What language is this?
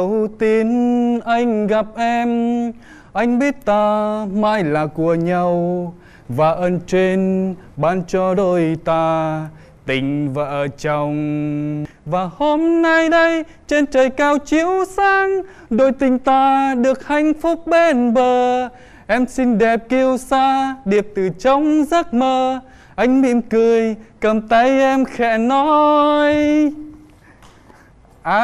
Vietnamese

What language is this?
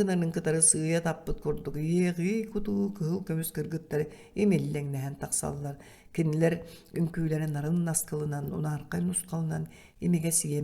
Yakut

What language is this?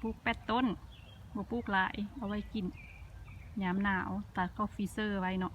Lao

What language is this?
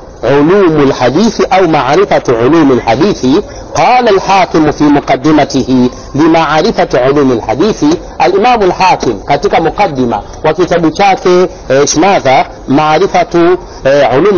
Swahili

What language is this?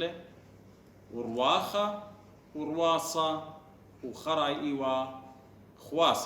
Assyrian Neo-Aramaic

